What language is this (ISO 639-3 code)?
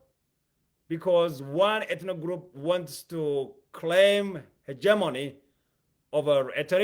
eng